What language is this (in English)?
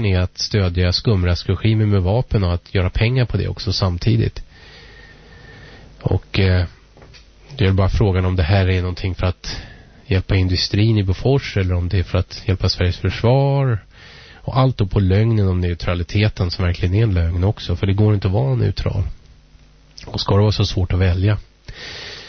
Swedish